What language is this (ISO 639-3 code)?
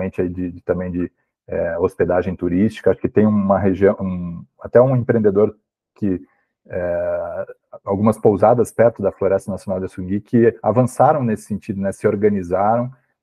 por